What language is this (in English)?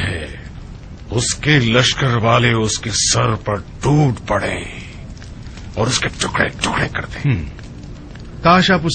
Urdu